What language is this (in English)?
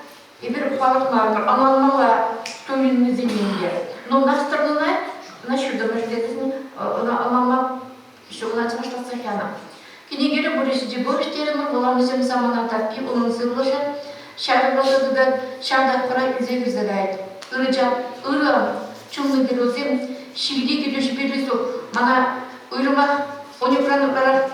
Chuvash